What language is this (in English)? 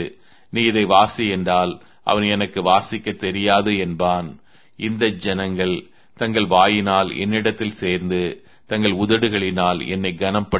Tamil